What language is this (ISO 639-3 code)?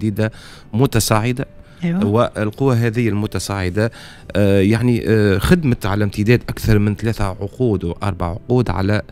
aeb